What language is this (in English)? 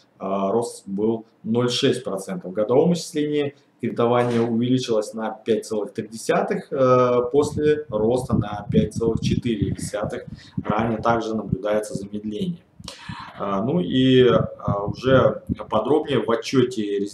Russian